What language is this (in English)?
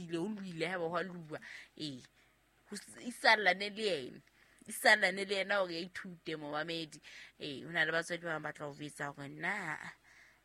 Southern Sotho